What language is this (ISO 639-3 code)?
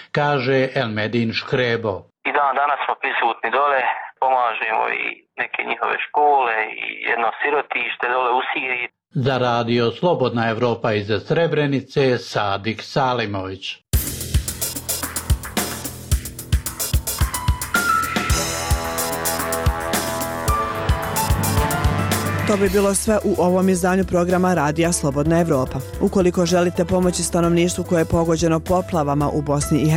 bos